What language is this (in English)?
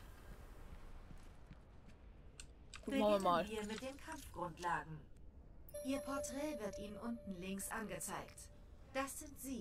German